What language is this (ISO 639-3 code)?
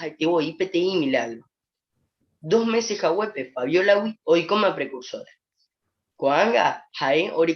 grn